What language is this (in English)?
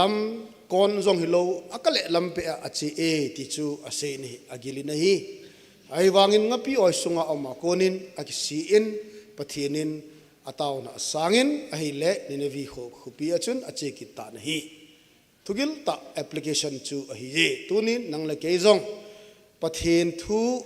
Thado Chin